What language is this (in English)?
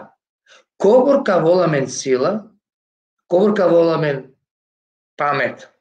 Balkan Romani